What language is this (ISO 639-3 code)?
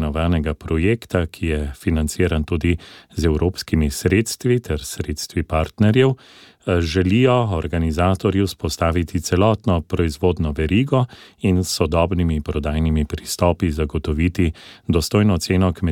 slv